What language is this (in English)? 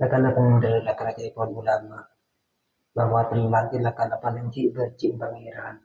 Madurese